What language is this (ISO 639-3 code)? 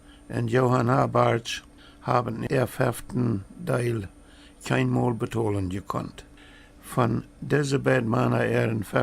pdt